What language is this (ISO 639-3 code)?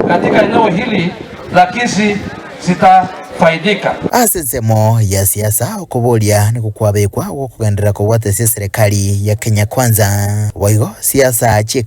guz